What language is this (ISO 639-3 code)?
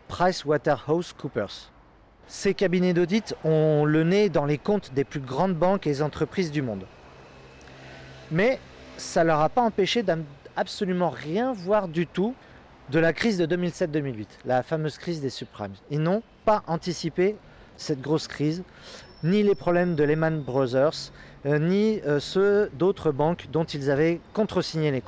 fra